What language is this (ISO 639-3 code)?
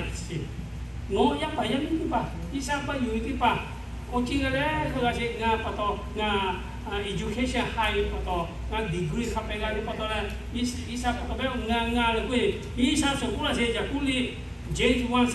lhu